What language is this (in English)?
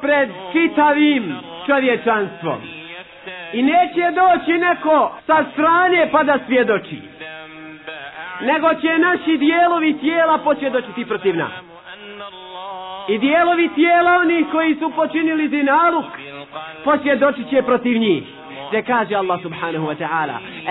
Bosnian